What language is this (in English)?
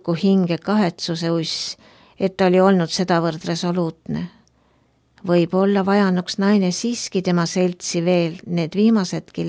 Estonian